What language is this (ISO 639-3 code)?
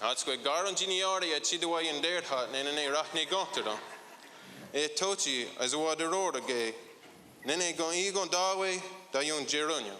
moh